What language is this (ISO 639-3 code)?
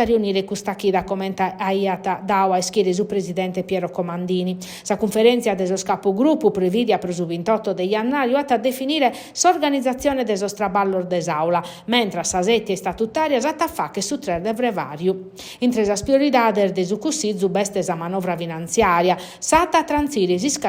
srd